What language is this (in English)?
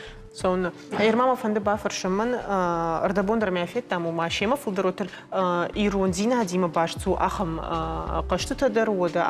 Ossetic